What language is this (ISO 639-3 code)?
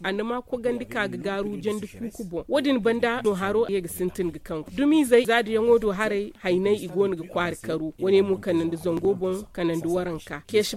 dje